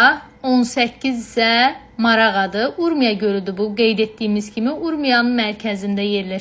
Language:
Azerbaijani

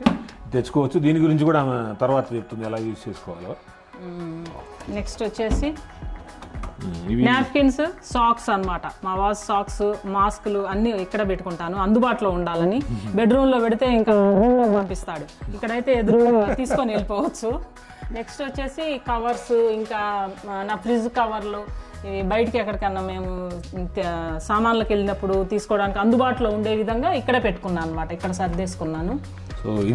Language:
Telugu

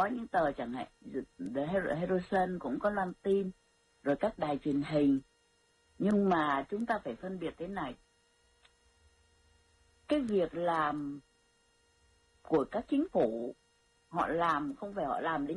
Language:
Vietnamese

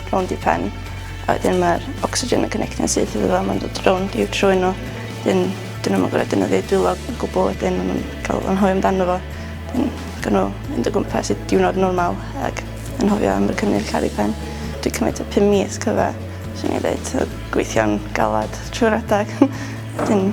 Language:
Welsh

